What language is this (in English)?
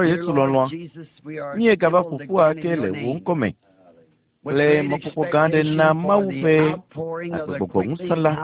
Ewe